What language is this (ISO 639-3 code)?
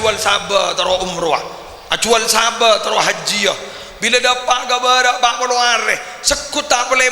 mad